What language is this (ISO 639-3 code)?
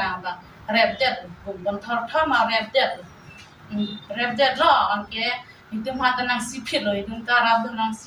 mjw